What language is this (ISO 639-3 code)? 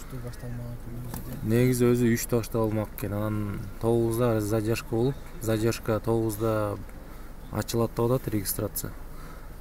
kir